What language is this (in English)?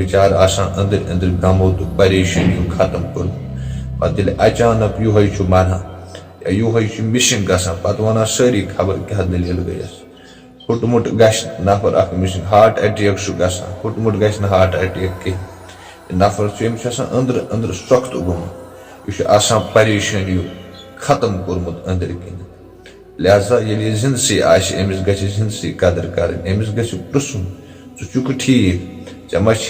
Kashmiri